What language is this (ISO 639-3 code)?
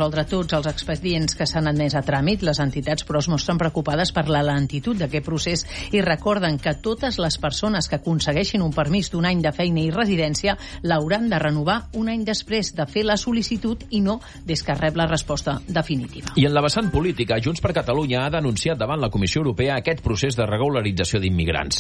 cat